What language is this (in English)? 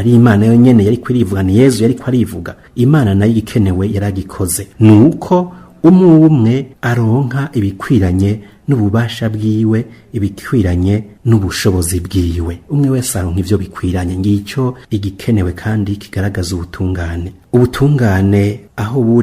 Rundi